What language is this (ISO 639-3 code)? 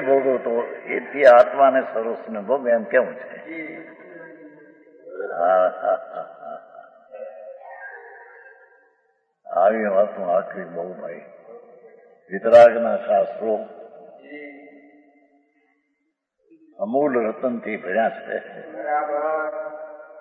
guj